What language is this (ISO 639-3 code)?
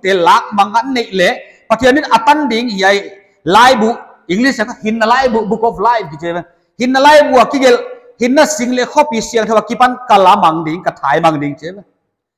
pck